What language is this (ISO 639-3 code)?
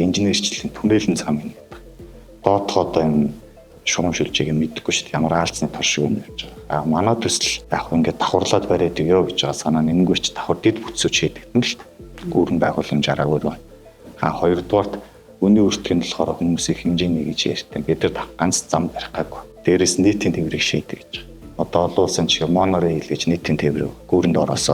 mon